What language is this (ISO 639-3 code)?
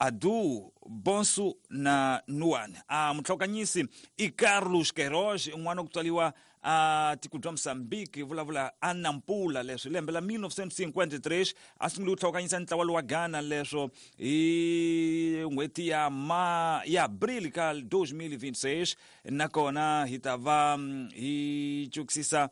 tso